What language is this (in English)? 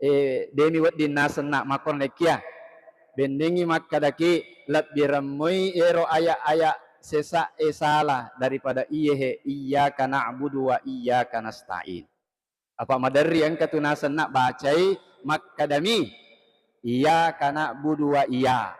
Buginese